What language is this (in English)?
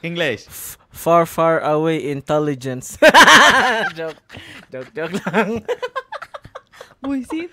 Bikol